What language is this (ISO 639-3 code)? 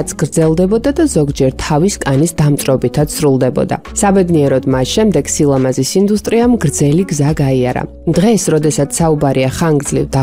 kat